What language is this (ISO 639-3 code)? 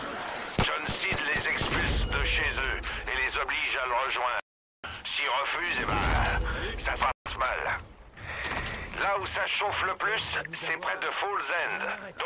fra